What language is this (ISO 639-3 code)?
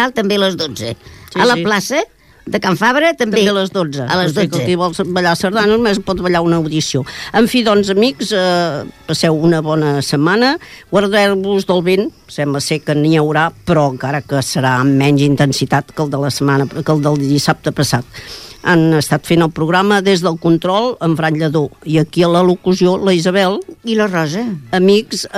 cat